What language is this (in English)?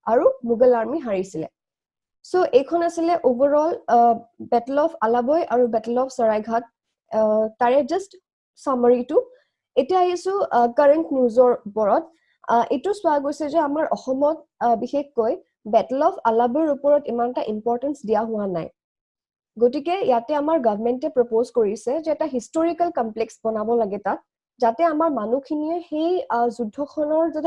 Assamese